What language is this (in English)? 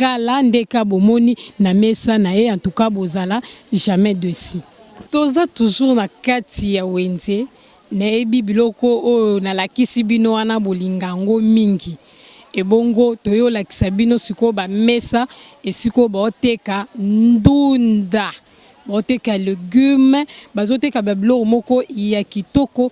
Lingala